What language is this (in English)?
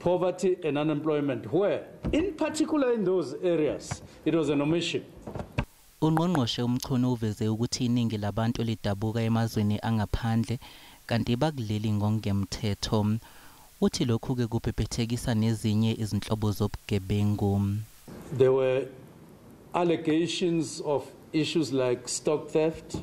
Zulu